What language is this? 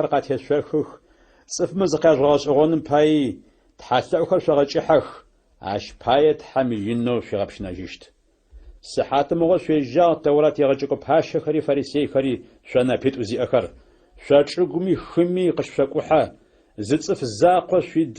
Adyghe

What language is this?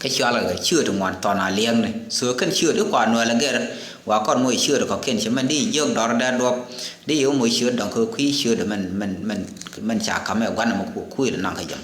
Nuer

